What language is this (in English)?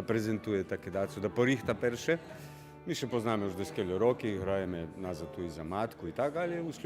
Rusyn